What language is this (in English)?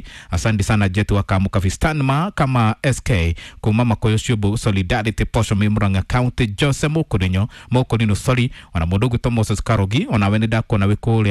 Kikuyu